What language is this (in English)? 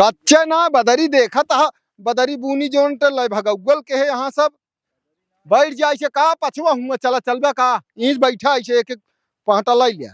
Awadhi